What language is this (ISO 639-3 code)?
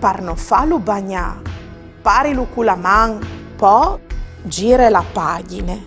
fur